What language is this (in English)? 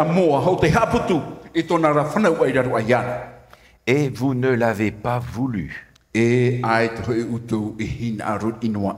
Tahitian